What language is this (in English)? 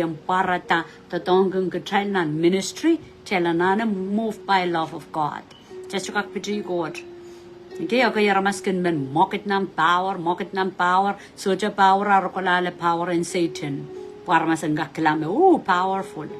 Pohnpeian